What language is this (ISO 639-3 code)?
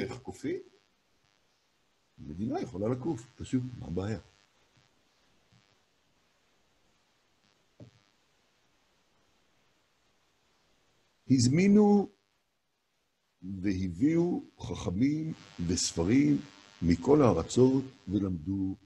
heb